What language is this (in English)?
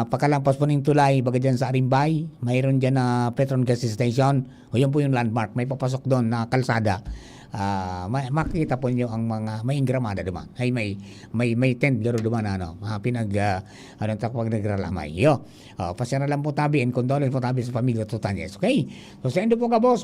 Bikol